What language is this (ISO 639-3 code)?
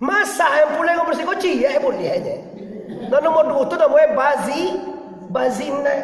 min